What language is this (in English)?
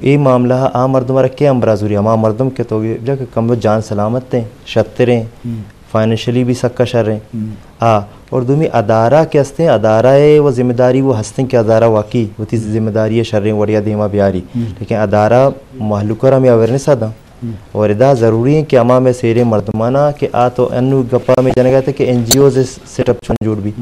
Eastern Balochi